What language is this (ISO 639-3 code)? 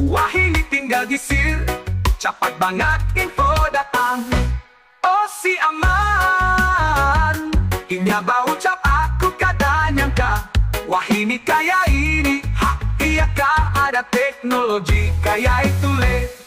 bjn